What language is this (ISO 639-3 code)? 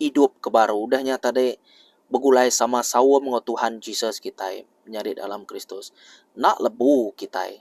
iba